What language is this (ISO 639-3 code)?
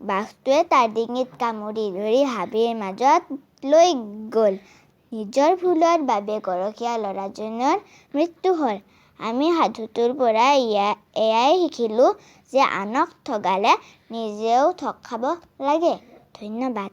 asm